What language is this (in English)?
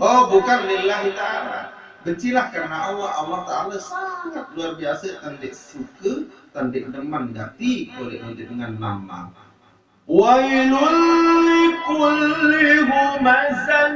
Sasak